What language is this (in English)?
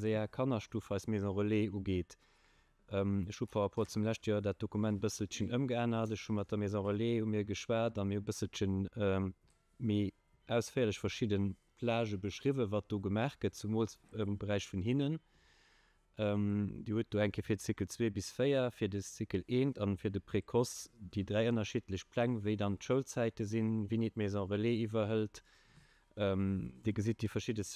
Luxembourgish